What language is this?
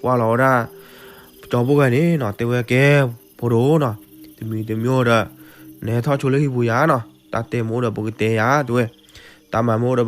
S'gaw Karen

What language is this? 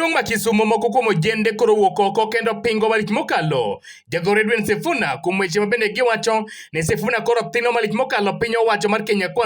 Luo (Kenya and Tanzania)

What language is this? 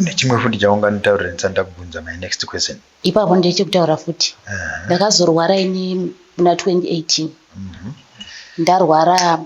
Shona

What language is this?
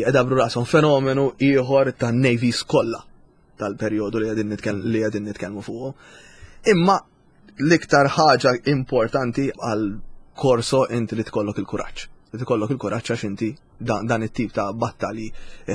Maltese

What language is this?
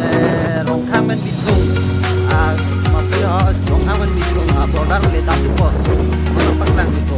Karbi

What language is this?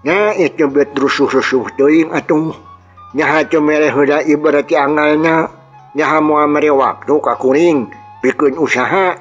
Sundanese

